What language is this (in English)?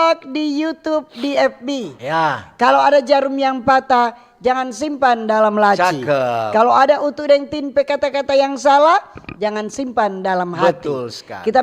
Manado Malay